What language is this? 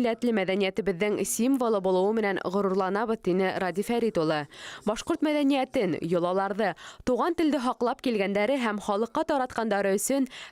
Bashkir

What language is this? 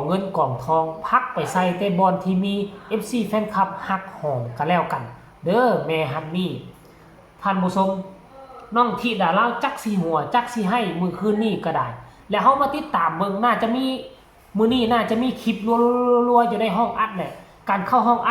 Lao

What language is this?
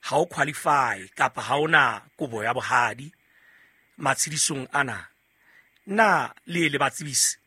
Southern Sotho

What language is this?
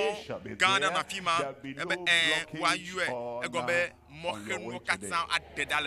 Ewe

